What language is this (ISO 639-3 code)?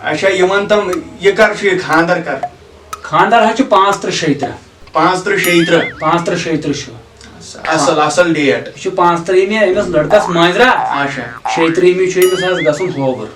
kas